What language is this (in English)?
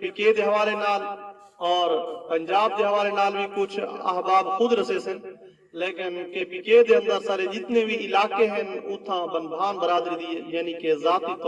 Saraiki